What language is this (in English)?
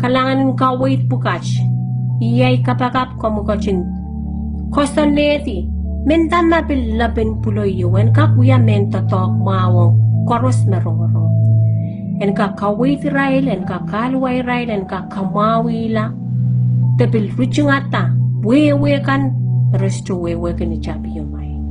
Pohnpeian